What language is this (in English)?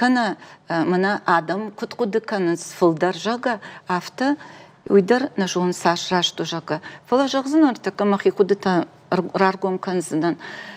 Ossetic